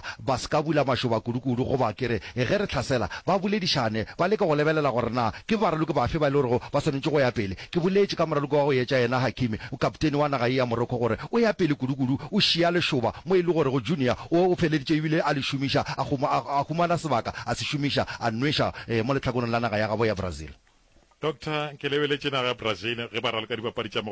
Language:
Northern Sotho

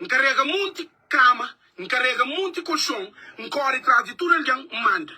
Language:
Kabuverdianu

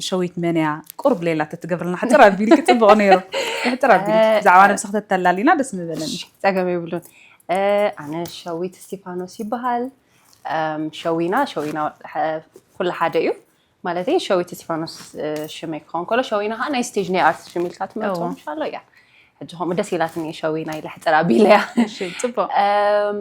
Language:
Tigrinya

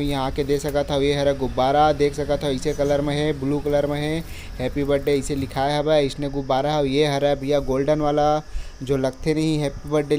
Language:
Chhattisgarhi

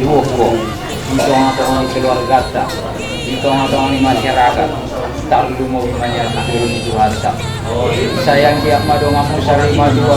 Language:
Batak Toba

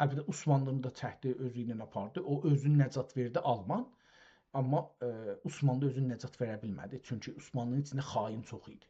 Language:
South Azerbaijani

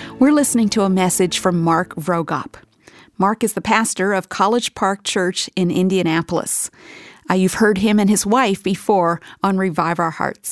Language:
English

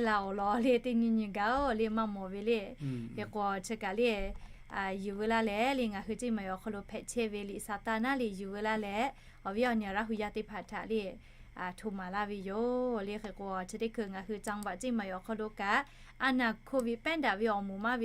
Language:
Lahu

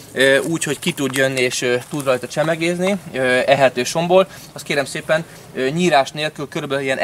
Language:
Hungarian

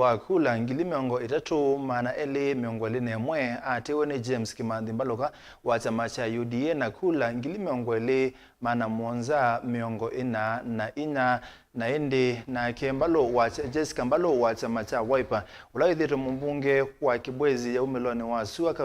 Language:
Kamba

